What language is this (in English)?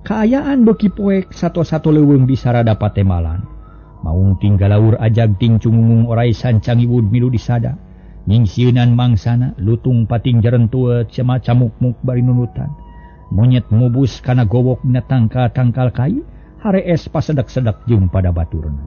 Sundanese